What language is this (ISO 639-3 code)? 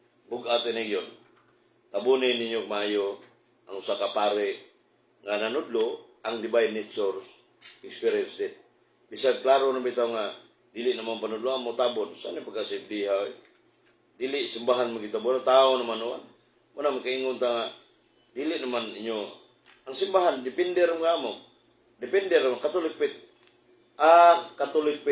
ceb